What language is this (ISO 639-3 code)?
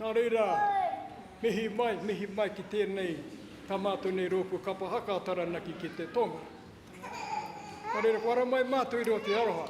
mri